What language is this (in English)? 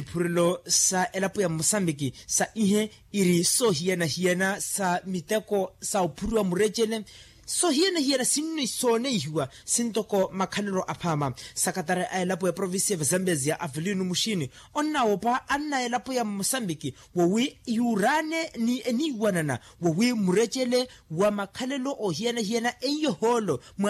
Makhuwa